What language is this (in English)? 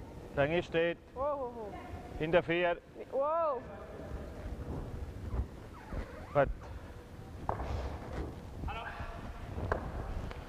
Norwegian